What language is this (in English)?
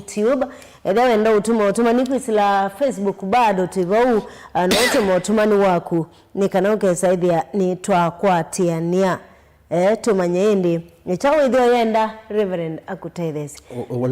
Kamba